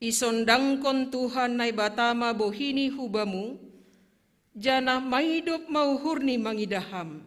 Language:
Batak Simalungun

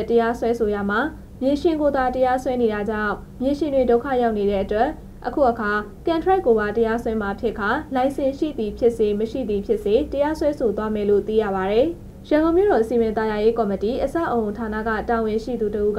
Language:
Burmese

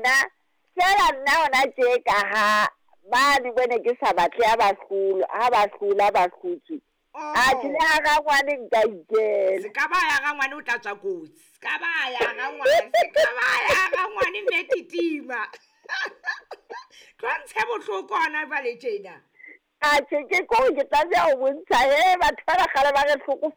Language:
Southern Sotho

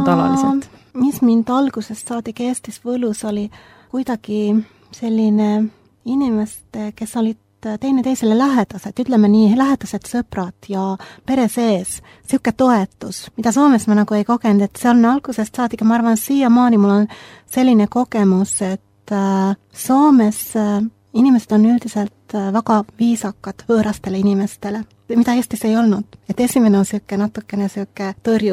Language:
Estonian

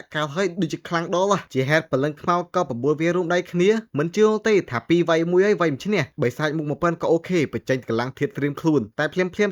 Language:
Khmer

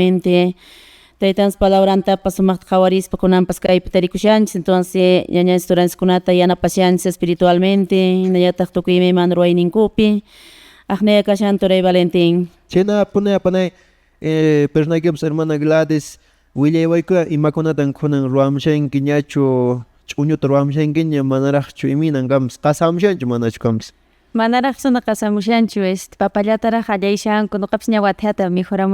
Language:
Quechua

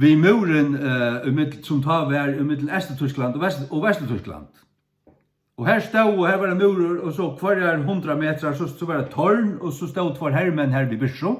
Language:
Faroese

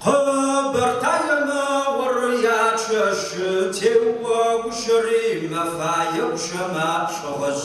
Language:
Kabardian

